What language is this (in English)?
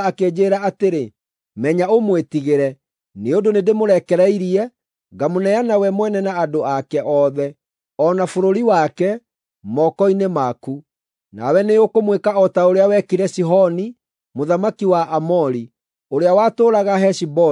Kikuyu